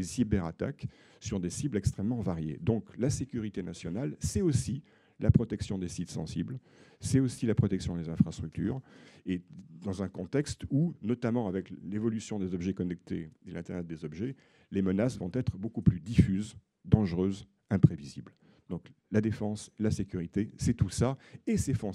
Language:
French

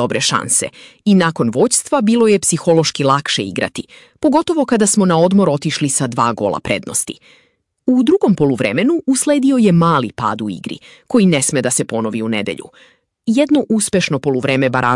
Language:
Serbian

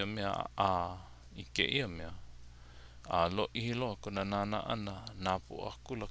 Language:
Hawaiian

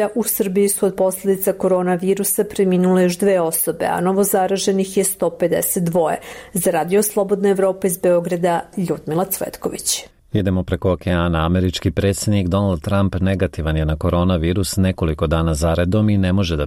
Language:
Serbian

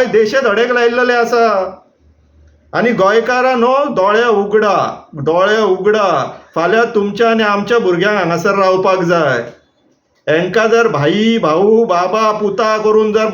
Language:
Konkani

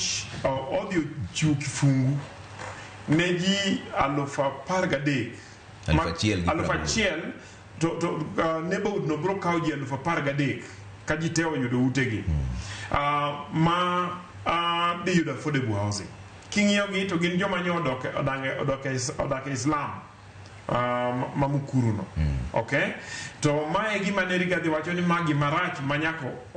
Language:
Luo (Kenya and Tanzania)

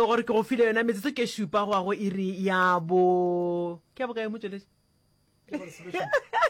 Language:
Northern Sotho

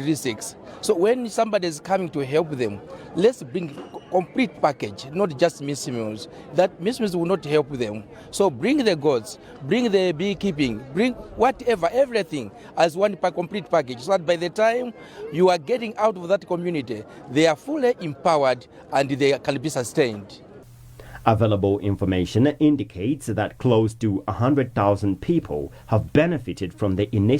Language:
English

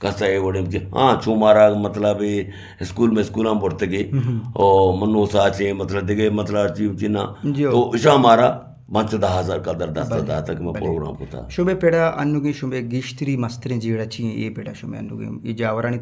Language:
Eastern Balochi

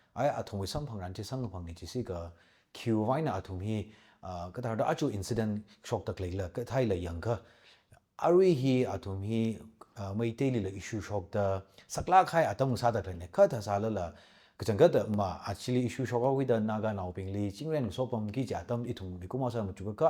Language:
Tangkhul Naga (India)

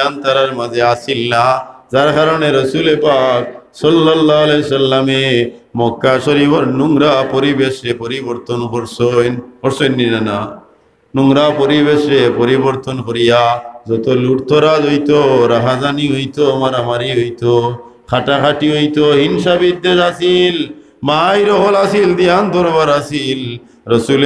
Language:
Sylheti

